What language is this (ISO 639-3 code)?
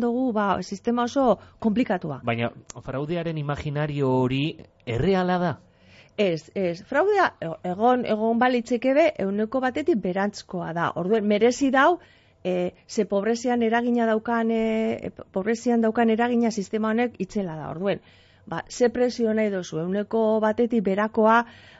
eus